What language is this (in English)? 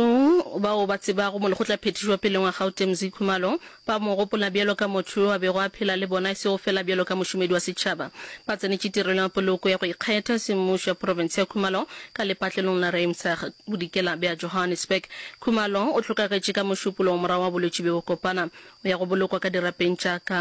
Northern Sotho